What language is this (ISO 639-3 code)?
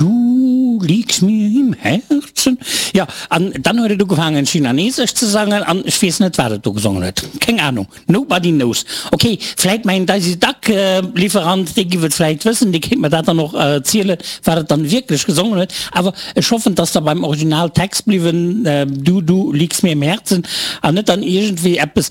ltz